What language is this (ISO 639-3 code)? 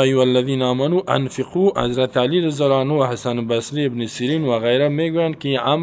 fas